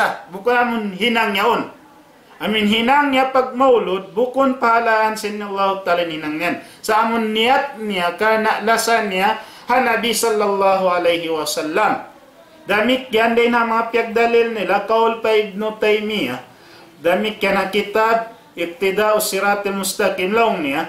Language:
Tausug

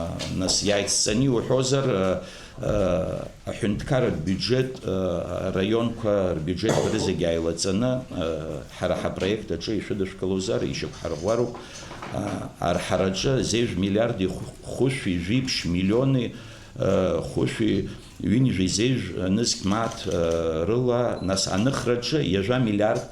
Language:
Abkhazian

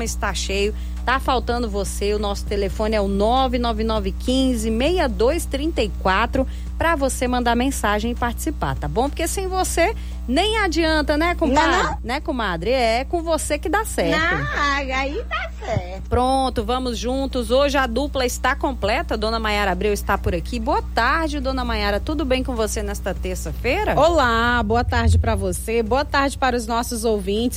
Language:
Portuguese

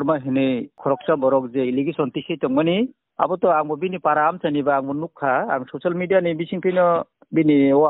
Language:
Kok Borok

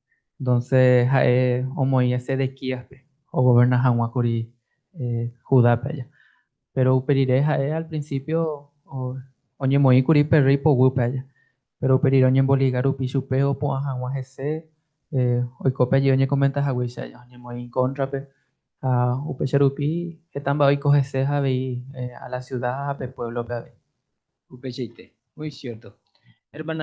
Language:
Guarani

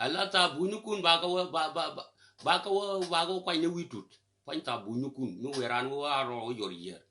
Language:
Nuer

